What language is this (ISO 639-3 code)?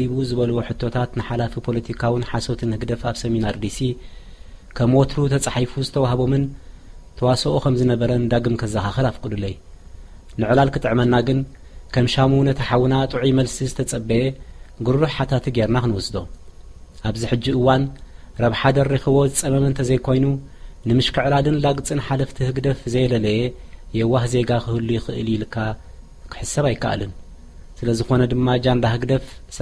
tir